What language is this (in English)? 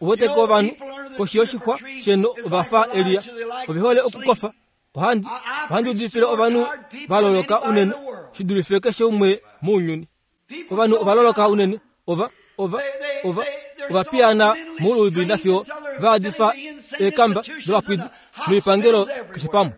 Kuanyama